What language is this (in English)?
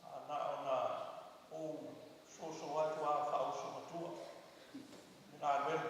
Samoan